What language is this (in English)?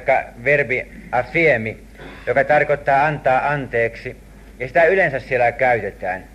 Finnish